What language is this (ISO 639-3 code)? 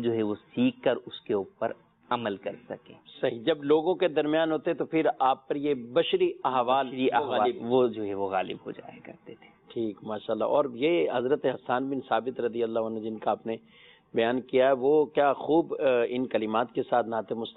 urd